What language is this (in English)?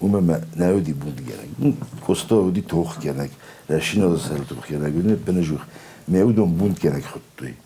Ossetic